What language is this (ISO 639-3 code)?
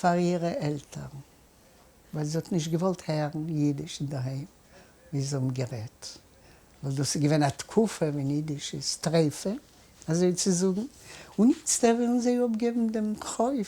yid